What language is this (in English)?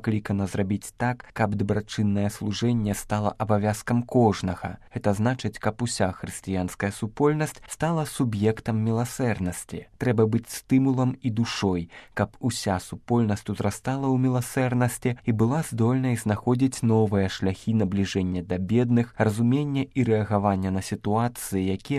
Belarusian